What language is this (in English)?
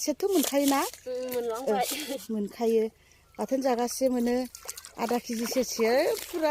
Bodo